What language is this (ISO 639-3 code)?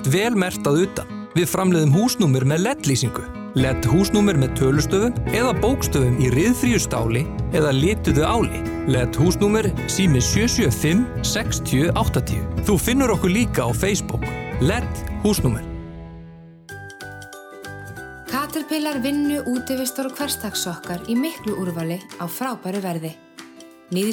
isl